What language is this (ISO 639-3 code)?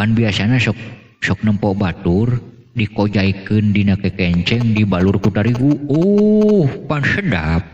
sun